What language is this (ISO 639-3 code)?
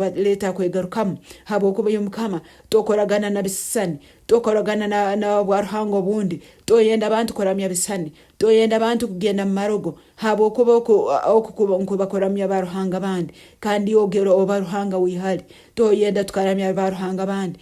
nyn